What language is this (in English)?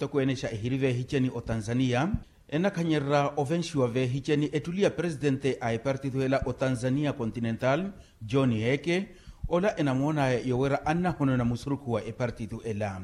Makhuwa